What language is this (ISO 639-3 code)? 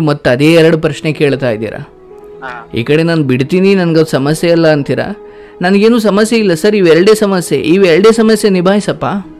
kan